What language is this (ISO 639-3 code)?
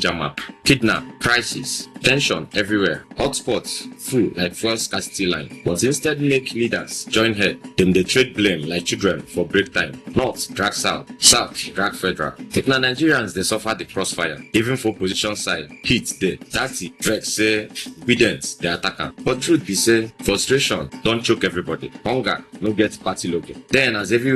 pcm